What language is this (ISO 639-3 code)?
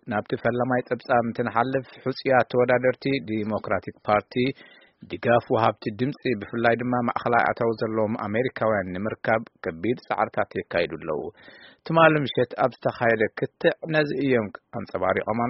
tir